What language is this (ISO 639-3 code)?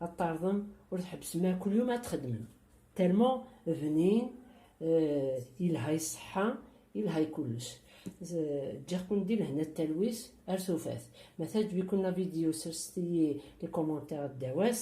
kab